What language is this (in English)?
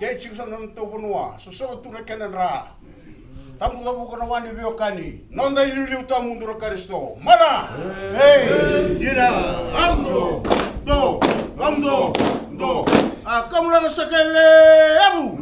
Fijian